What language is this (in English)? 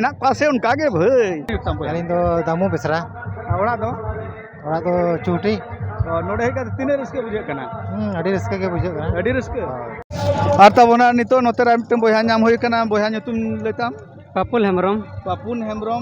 Santali